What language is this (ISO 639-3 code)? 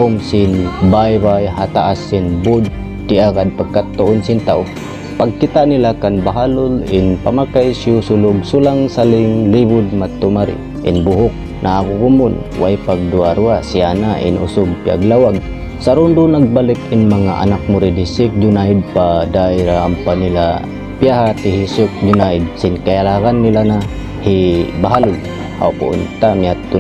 tsg